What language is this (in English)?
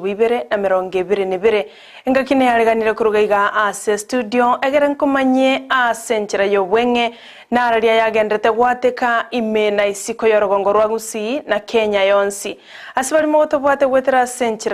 Gusii